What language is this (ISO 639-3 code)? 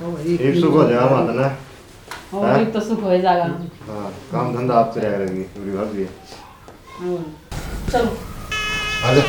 bgc